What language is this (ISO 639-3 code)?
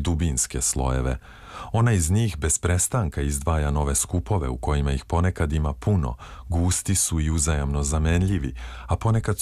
srp